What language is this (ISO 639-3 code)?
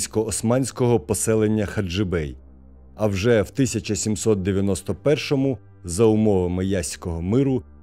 ukr